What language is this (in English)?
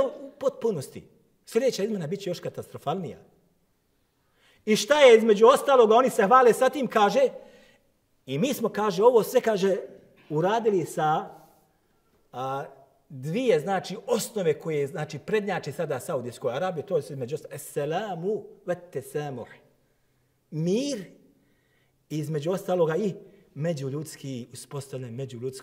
Bosnian